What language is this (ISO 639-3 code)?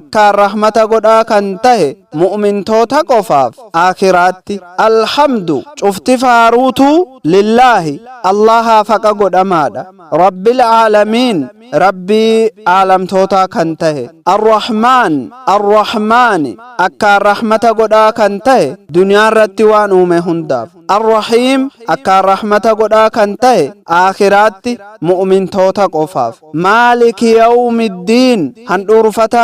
orm